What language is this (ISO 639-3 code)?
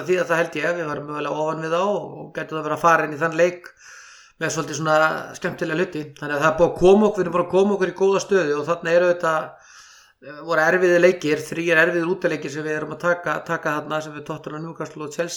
isl